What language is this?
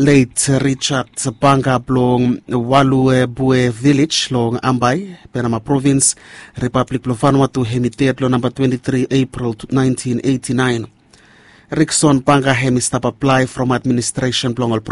Bislama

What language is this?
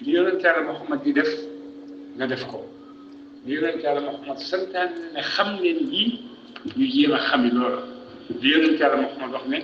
Wolof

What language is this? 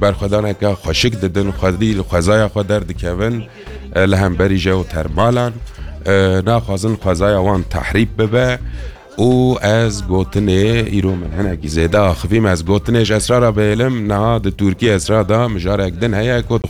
Kurdish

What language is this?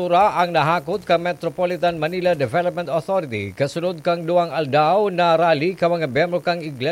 Bikol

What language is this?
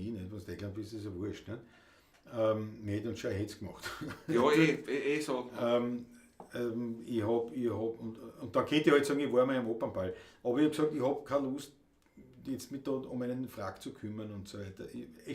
Bavarian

